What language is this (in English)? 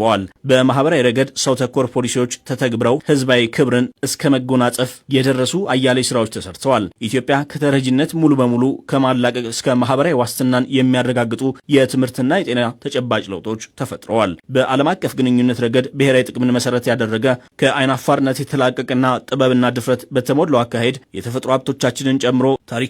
Amharic